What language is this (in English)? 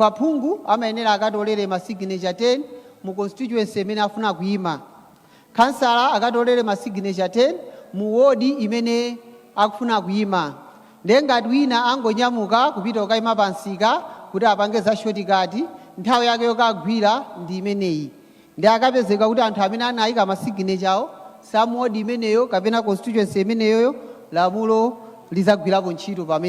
Nyanja